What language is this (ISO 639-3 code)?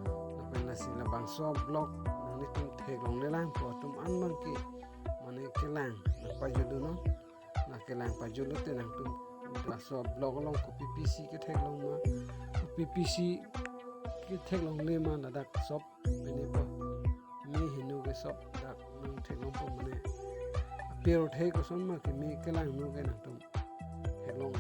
mjw